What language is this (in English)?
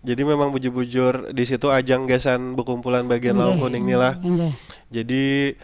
Banjar